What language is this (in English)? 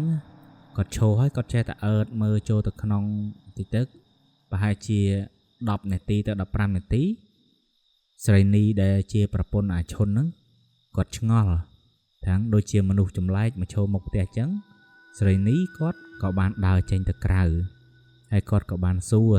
Khmer